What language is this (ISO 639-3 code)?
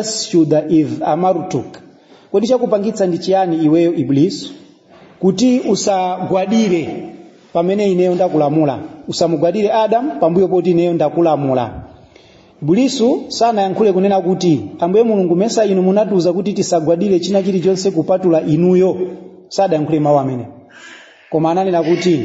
nya